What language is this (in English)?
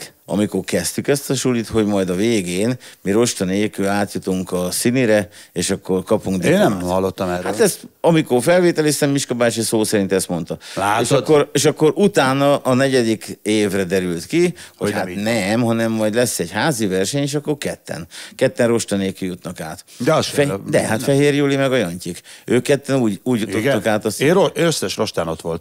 Hungarian